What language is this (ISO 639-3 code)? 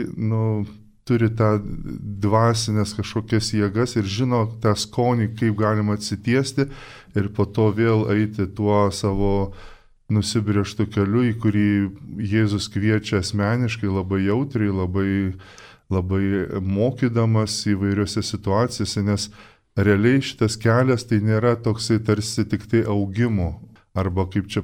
lit